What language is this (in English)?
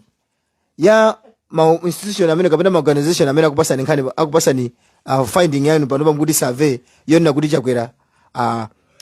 Nyanja